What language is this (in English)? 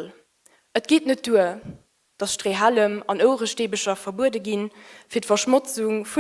Luxembourgish